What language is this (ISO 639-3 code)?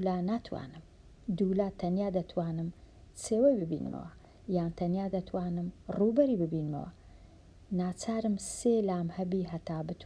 ckb